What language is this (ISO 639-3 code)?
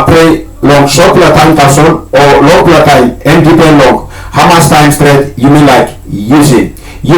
tpi